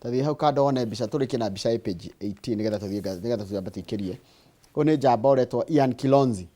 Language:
Kikuyu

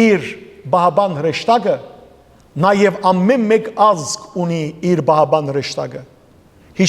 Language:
Western Armenian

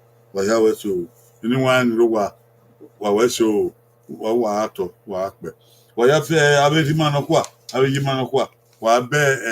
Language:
Bini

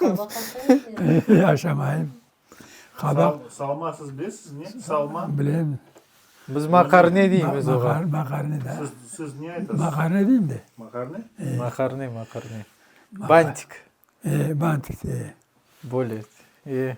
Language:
Crimean Tatar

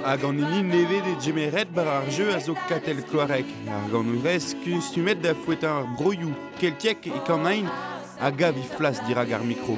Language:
Breton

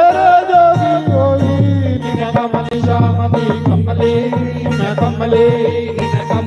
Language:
Dogri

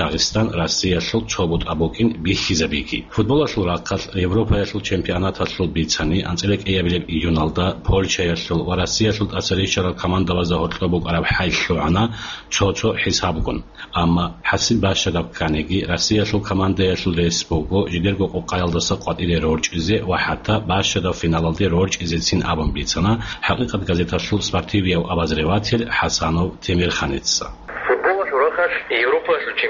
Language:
Avaric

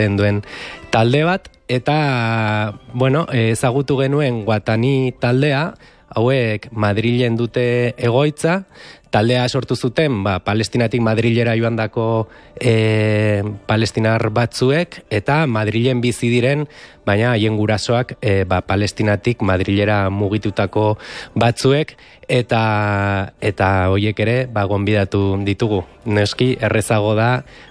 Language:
Basque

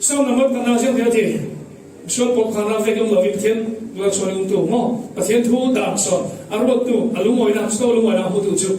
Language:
Falam Chin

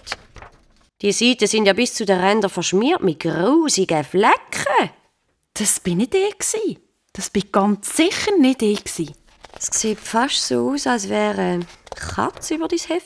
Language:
Swiss German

